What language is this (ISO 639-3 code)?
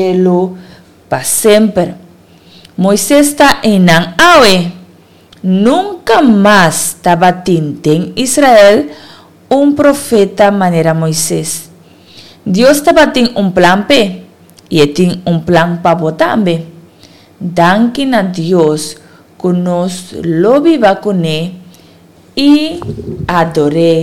pap